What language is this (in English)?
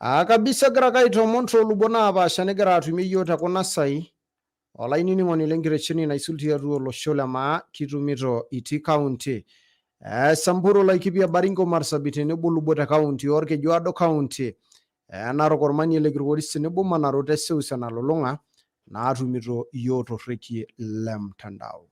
Masai